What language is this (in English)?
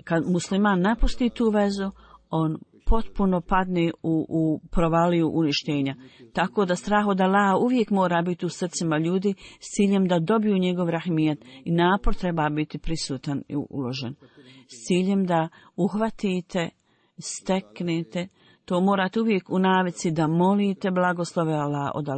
Bosnian